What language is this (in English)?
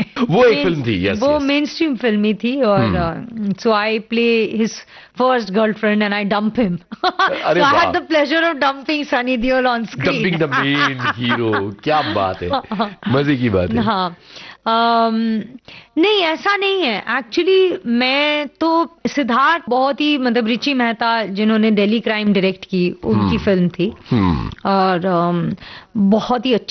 Hindi